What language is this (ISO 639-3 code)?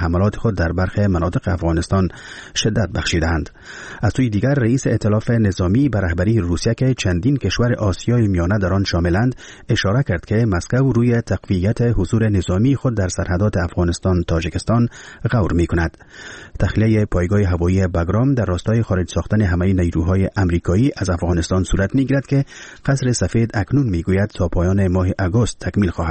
fas